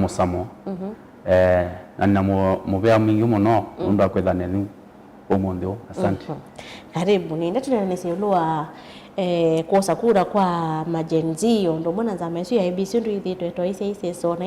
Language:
Kamba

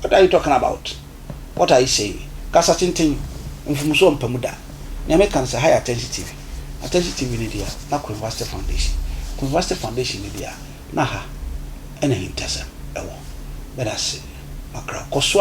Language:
Akan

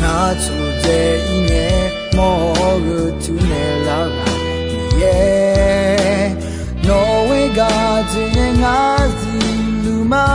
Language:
Akha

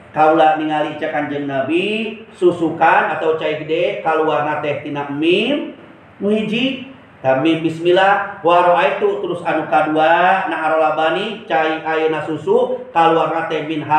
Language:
Sundanese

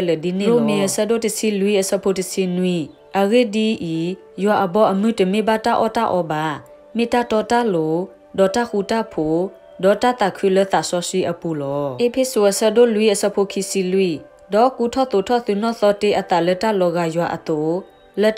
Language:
S'gaw Karen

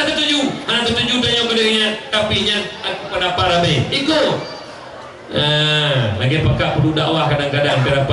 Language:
Achinese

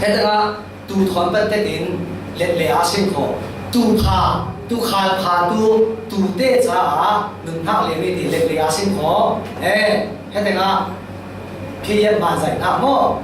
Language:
Falam Chin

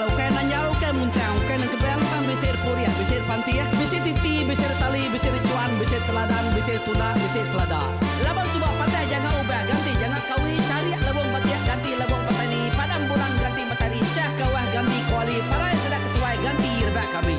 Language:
Iban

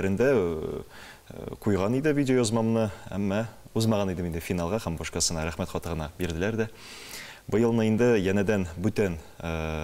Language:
Tatar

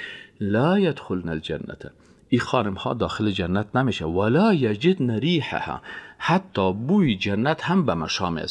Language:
Persian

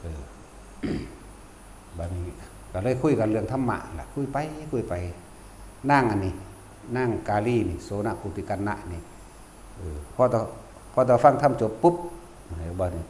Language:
Lao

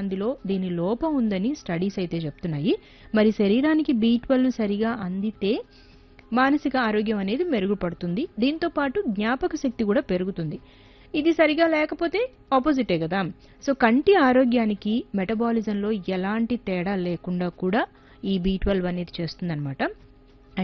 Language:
Telugu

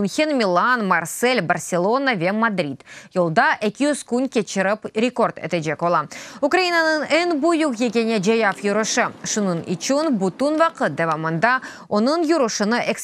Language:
Crimean Tatar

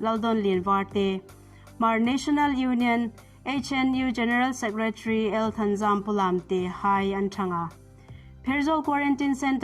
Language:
Hmar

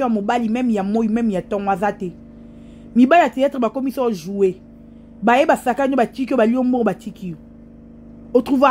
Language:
Lingala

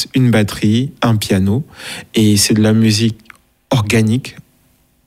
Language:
French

